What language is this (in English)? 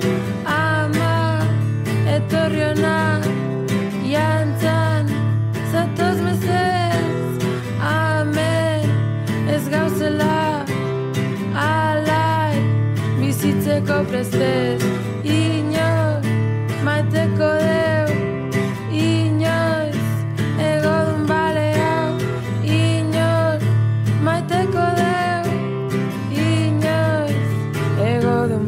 Basque